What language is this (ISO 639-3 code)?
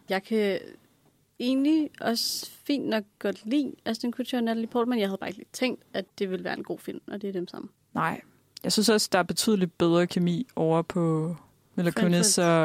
dan